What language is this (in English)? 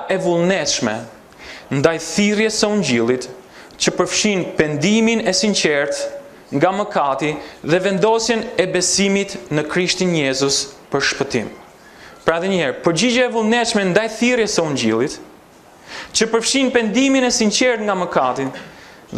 Albanian